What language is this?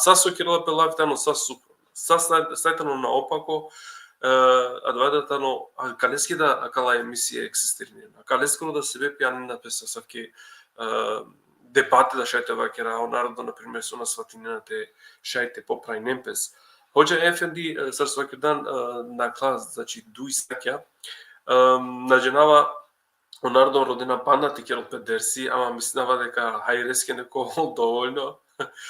Balkan Romani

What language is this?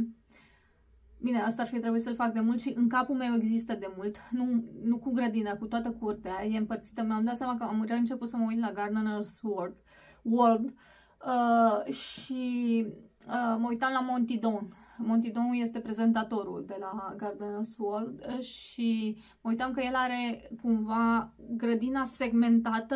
Romanian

